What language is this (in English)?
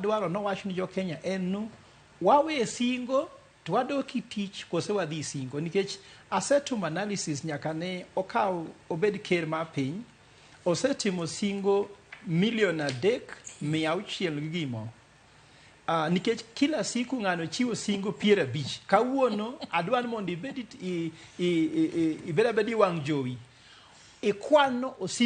Luo (Kenya and Tanzania)